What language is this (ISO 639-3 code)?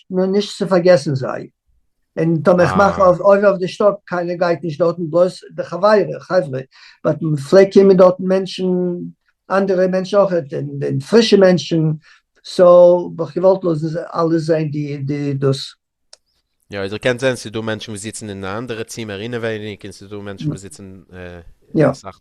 yid